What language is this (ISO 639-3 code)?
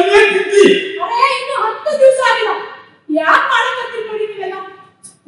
kan